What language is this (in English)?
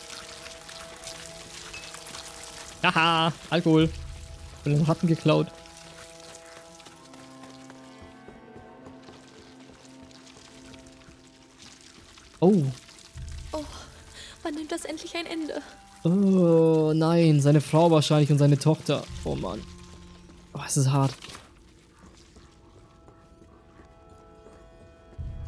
German